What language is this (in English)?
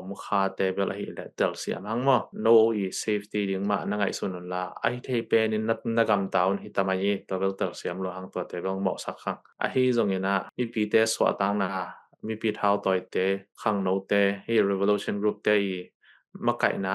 Tedim Chin